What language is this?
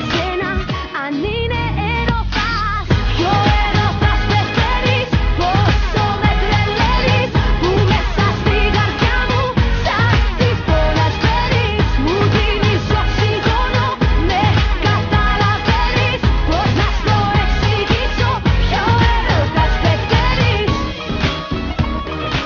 Greek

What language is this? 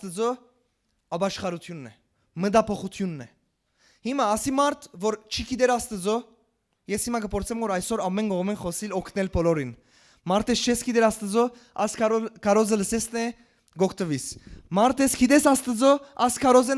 Western Armenian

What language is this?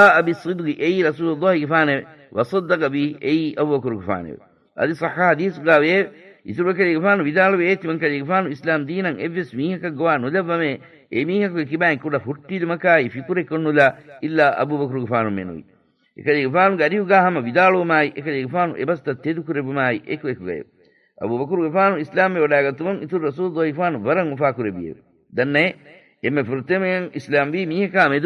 Divehi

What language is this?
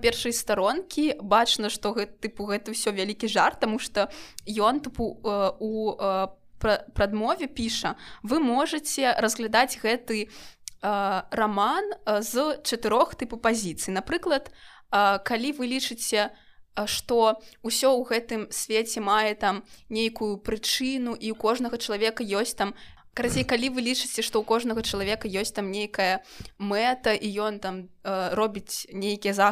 Belarusian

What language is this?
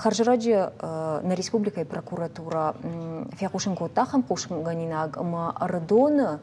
Ossetic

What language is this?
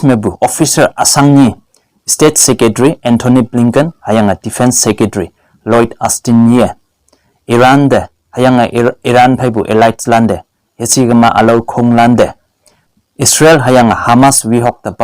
Konyak Naga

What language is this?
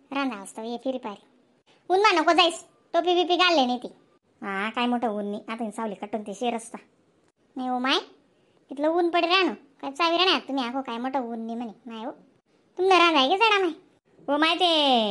Khandesi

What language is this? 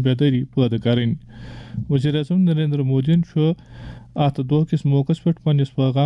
Kashmiri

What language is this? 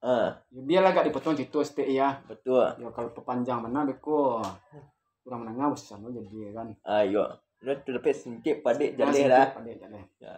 Minangkabau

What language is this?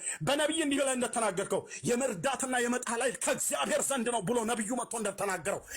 Amharic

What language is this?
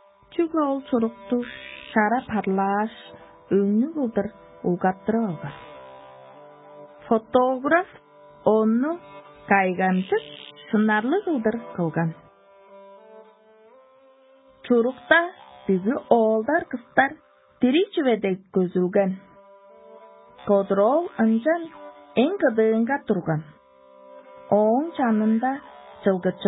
Tuvinian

